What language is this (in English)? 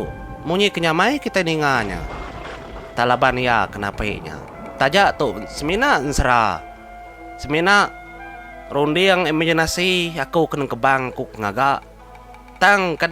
Iban